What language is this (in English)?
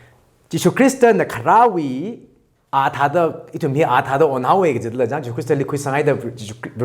Tangkhul Naga (India)